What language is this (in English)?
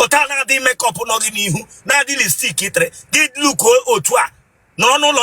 Igbo